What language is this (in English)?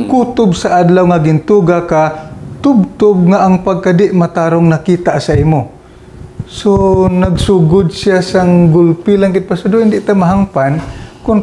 Hiligaynon